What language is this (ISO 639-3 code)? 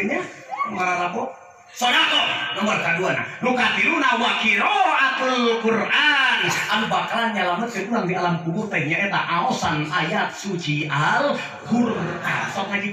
sun